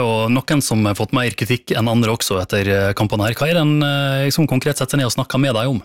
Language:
Norwegian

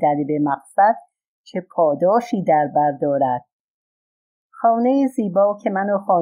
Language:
Persian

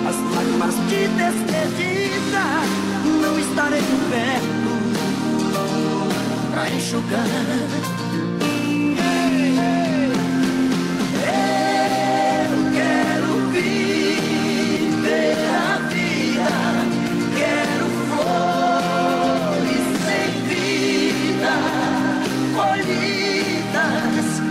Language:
Portuguese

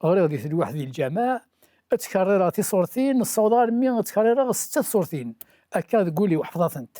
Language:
Kabyle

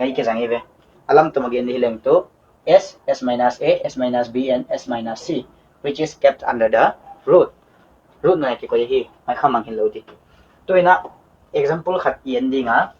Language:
Paite Chin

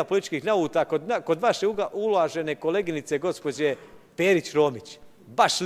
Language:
Serbian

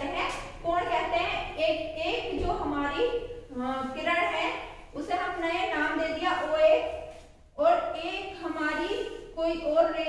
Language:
Hindi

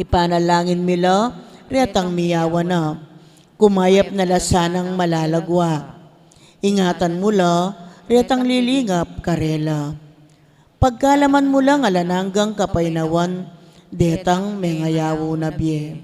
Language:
Pampanga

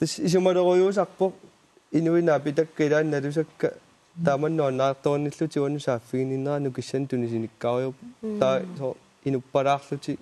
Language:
Kalaallisut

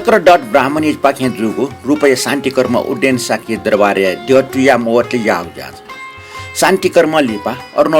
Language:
Newari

